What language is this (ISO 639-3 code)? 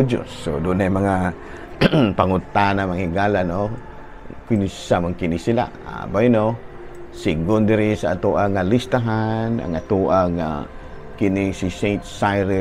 ceb